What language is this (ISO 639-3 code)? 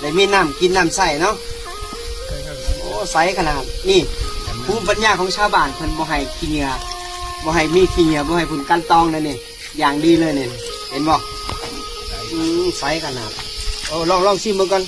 lao